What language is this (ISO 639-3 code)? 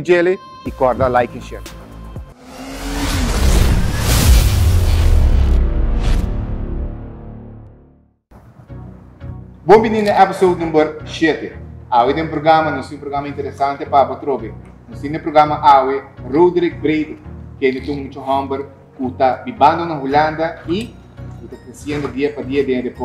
por